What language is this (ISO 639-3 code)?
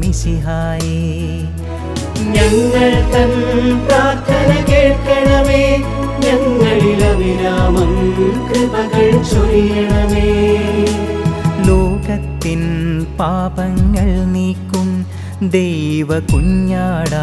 mal